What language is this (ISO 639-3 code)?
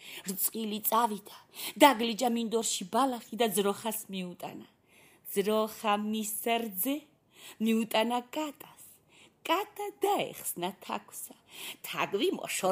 kat